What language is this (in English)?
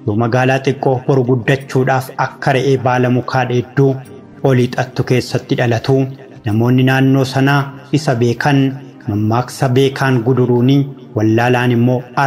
Oromo